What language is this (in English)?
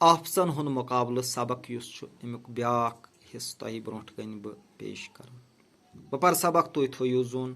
Kashmiri